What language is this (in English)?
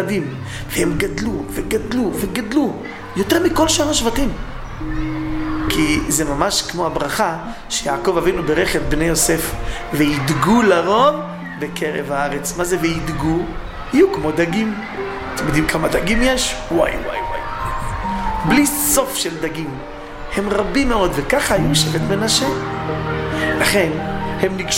Hebrew